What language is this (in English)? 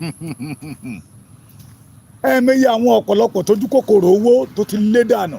Yoruba